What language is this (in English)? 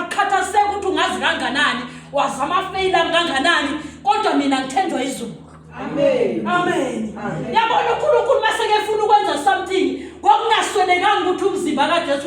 Zulu